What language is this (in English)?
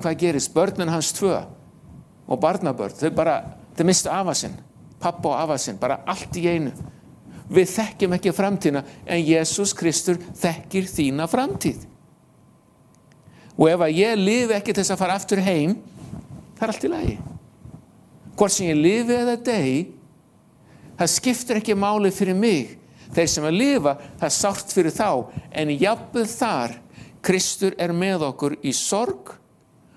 Icelandic